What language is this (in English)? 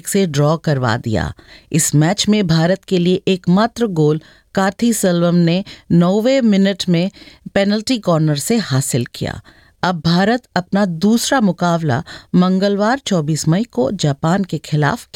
Hindi